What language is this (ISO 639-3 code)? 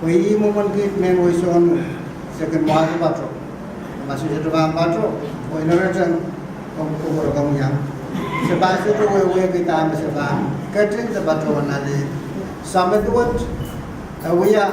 pon